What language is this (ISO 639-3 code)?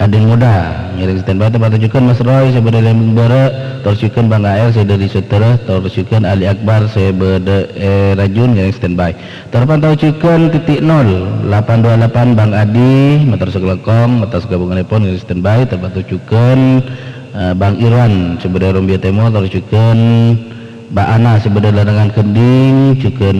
mad